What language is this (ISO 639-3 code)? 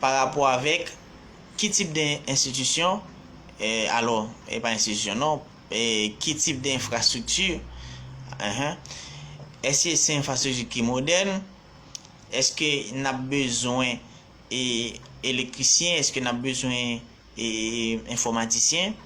hat